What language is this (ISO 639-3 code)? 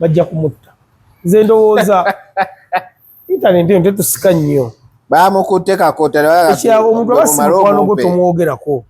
lug